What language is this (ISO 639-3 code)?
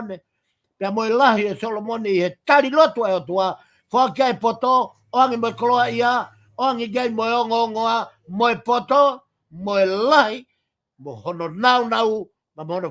ton